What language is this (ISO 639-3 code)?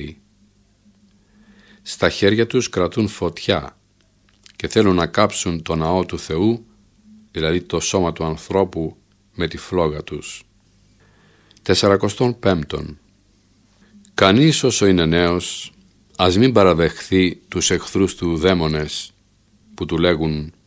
ell